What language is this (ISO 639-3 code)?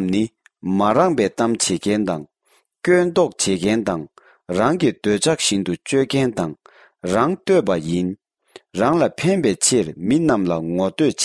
bod